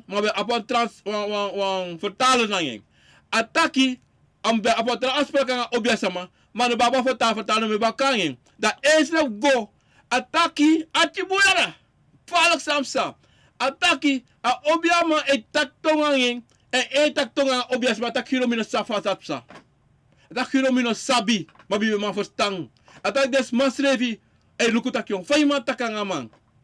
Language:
Sranan Tongo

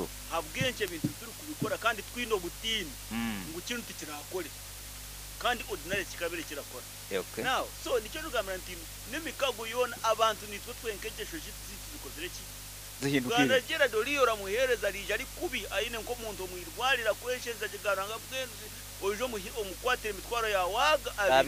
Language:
Nyoro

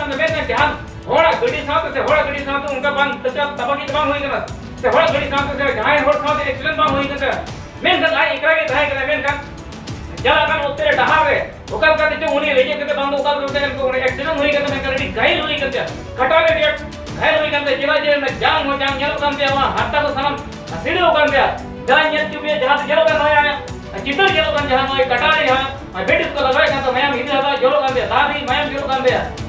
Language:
Santali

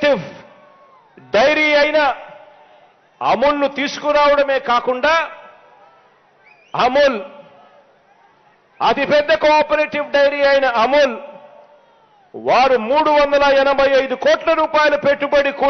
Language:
Telugu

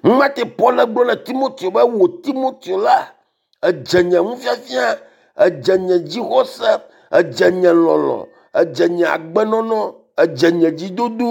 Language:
Ewe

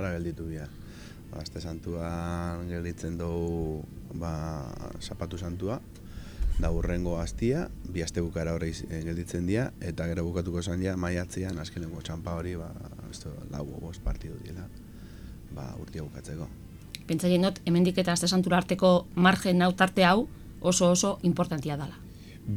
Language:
Basque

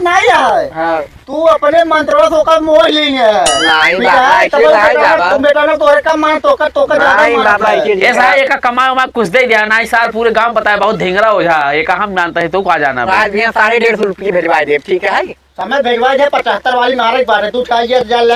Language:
Awadhi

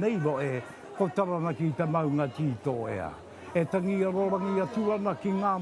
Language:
Māori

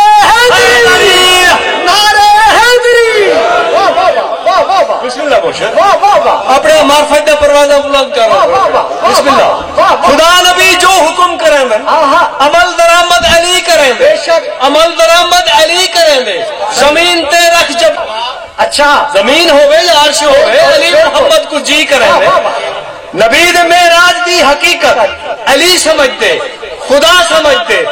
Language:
Saraiki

